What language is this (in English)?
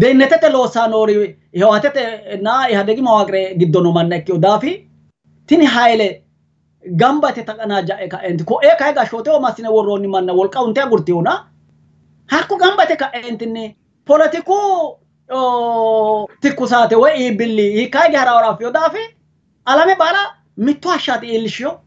Sidamo